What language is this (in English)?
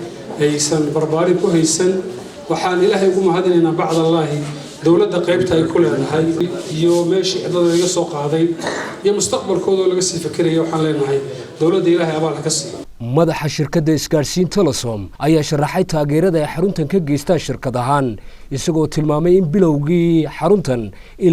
Somali